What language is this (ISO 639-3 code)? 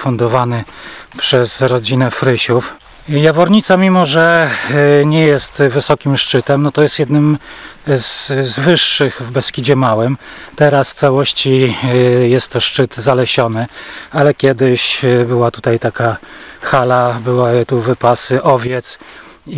pol